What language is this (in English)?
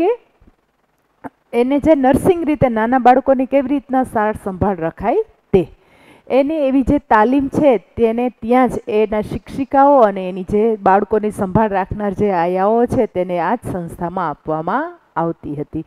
Gujarati